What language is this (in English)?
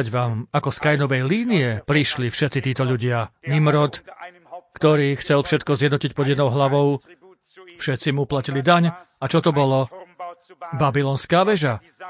Slovak